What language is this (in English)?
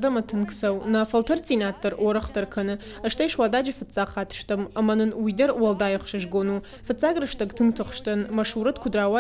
Ossetic